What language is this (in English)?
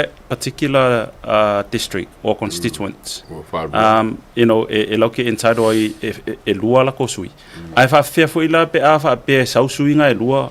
Samoan